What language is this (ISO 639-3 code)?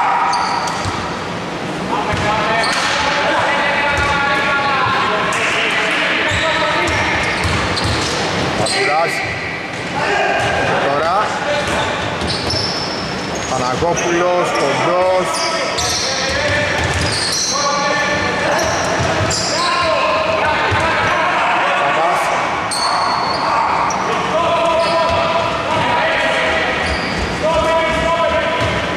ell